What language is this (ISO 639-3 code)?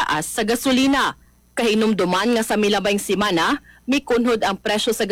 ceb